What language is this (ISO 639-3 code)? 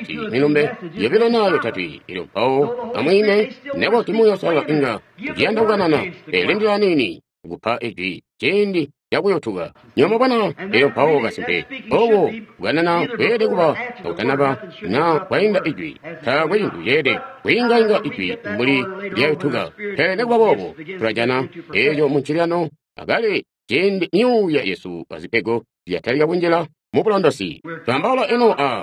toi